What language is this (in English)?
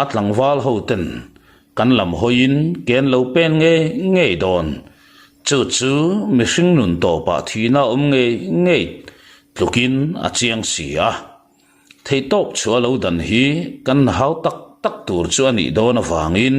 Mizo